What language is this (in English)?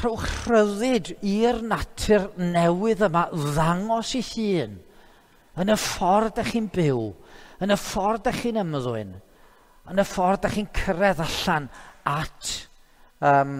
Welsh